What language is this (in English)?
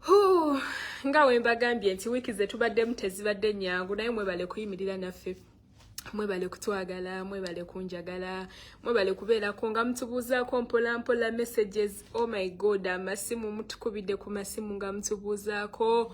Ganda